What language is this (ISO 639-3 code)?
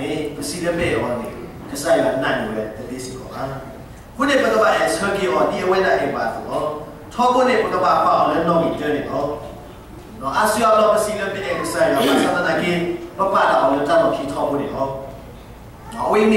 ksw